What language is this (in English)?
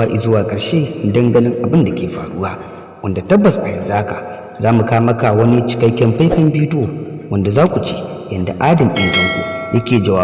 Hausa